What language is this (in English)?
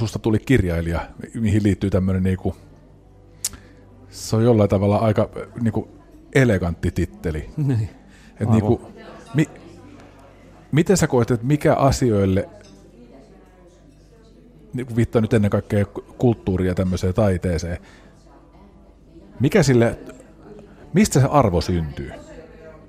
Finnish